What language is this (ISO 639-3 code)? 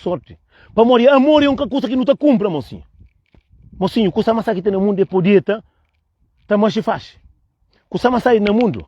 kea